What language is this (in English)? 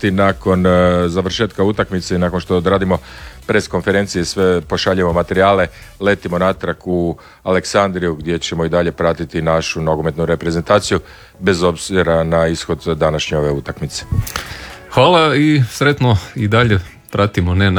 Croatian